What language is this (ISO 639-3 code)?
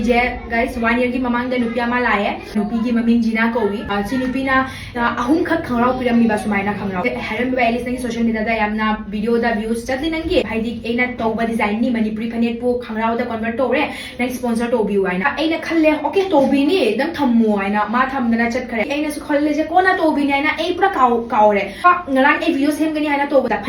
mni